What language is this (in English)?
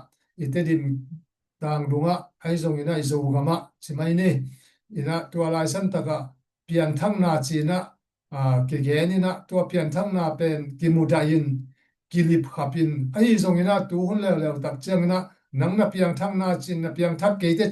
Tedim Chin